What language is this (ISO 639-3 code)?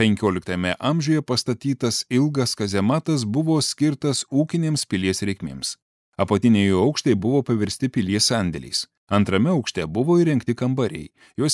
lit